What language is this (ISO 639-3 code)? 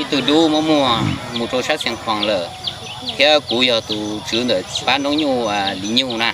hmn